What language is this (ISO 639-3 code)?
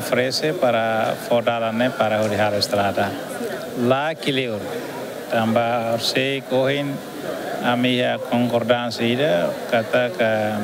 tet